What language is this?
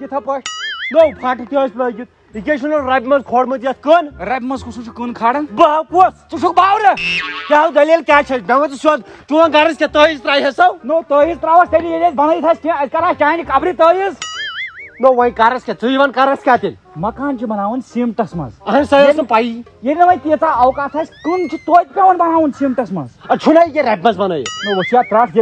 Kashmiri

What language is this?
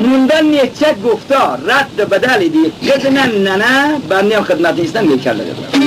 Khorasani Turkish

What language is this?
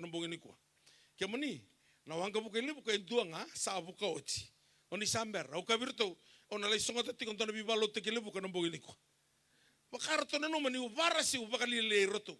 Fijian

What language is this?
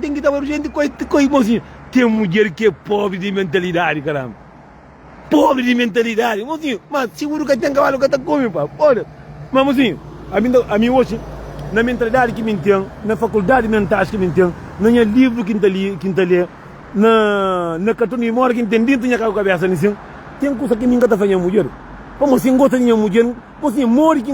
Kabuverdianu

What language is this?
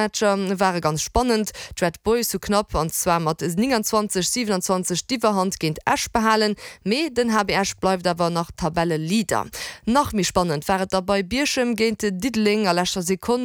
Luxembourgish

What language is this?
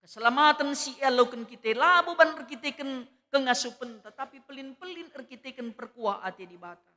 Batak Karo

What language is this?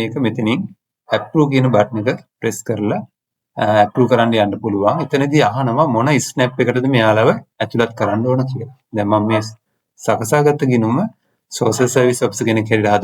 Sinhala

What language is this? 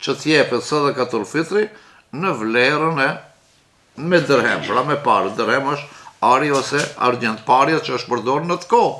Albanian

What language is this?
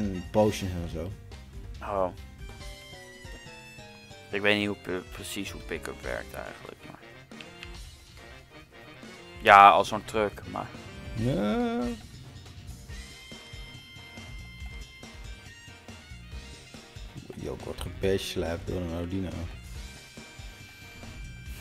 Dutch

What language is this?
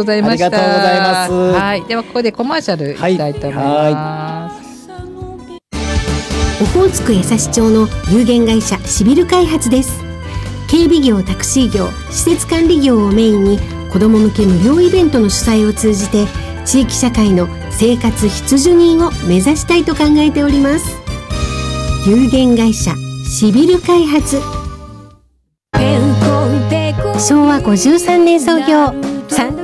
Japanese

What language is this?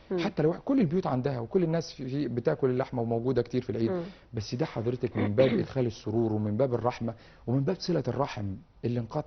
Egyptian Arabic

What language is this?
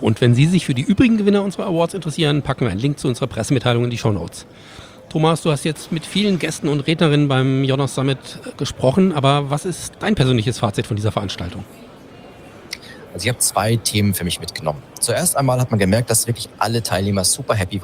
German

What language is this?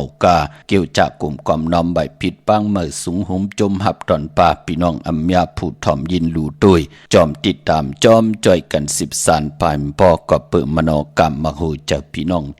Shan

